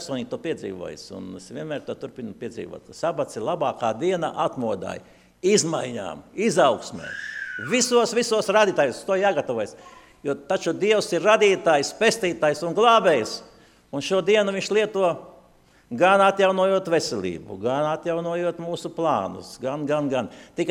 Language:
Latvian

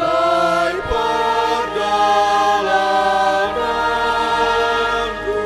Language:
Batak Simalungun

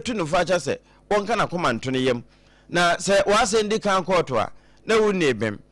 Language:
Akan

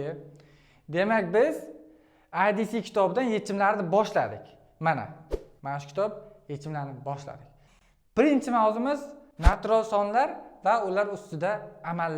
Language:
Uzbek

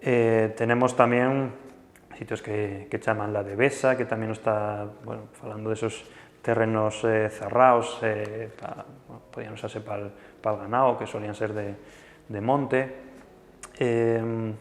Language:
Asturian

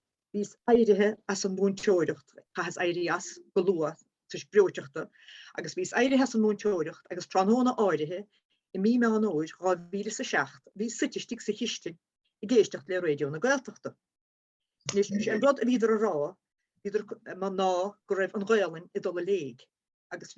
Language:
Irish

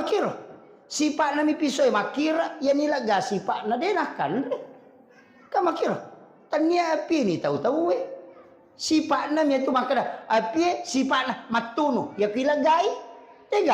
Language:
Buginese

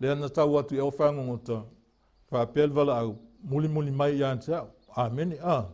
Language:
Samoan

